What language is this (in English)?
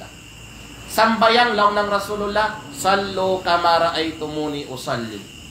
Kalagan